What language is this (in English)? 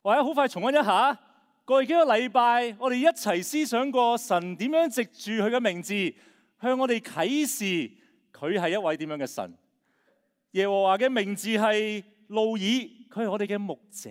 Cantonese